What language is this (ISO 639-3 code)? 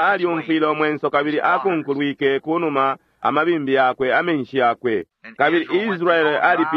bem